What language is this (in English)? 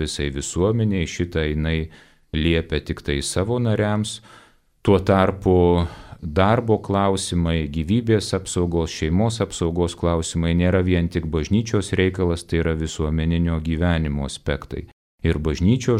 Lithuanian